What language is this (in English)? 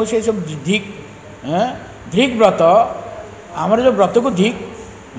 Odia